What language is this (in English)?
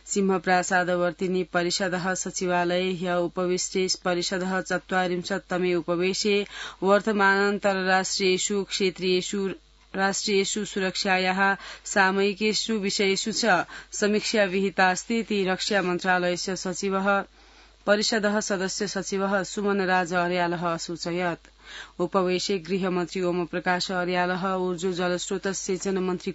Sanskrit